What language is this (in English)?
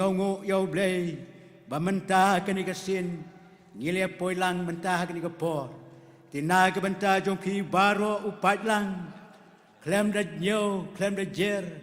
Khasi